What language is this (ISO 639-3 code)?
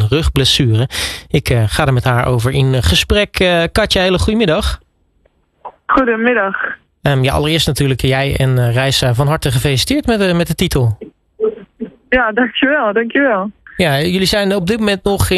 nld